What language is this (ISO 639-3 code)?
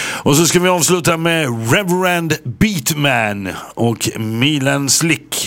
swe